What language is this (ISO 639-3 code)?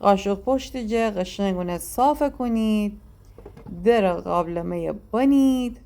glk